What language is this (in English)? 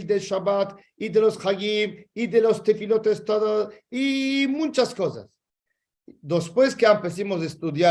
Ladino